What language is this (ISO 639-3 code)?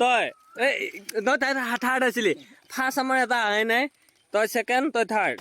asm